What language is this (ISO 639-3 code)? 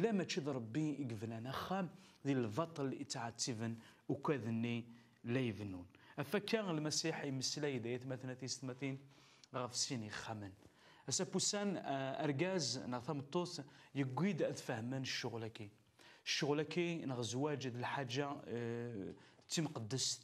kab